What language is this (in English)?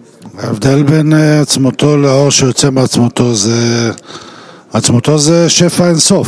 Hebrew